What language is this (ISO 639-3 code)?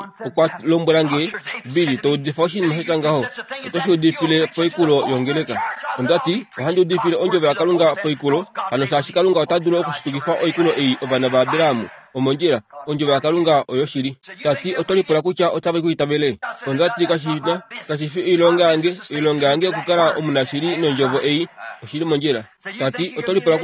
kua